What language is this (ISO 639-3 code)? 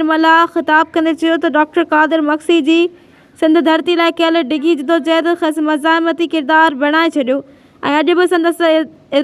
snd